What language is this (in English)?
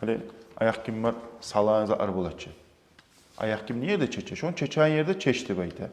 Kumyk